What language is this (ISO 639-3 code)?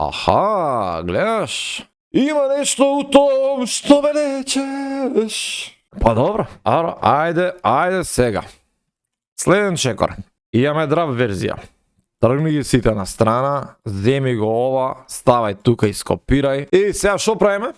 mkd